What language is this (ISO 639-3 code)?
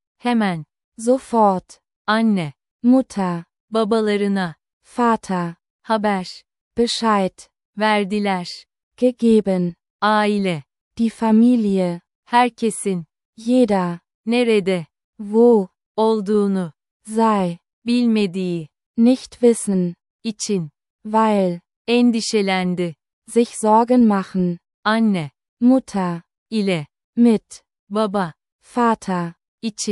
tur